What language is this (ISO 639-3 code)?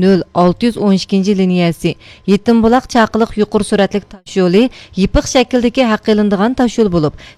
uig